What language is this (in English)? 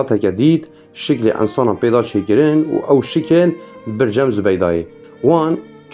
Kurdish